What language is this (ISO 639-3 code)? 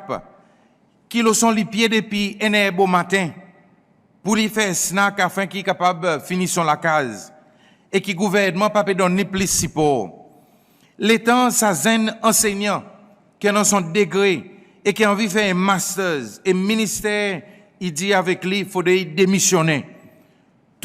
crs